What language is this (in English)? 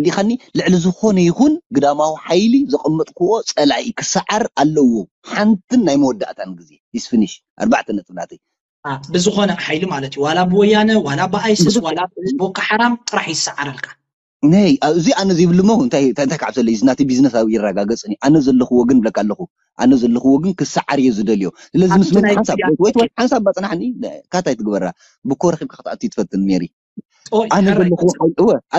Tigrinya